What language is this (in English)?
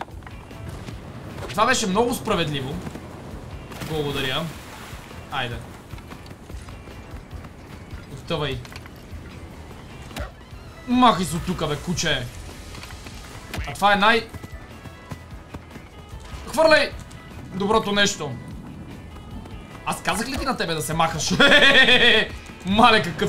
Bulgarian